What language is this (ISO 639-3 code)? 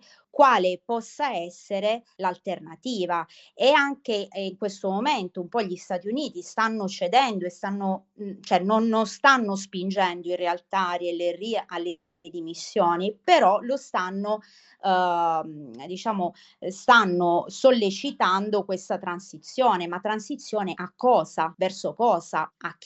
ita